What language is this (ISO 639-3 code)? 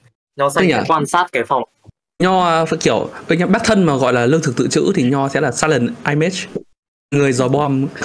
vie